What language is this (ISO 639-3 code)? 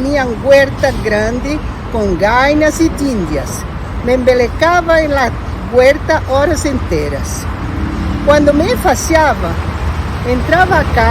lad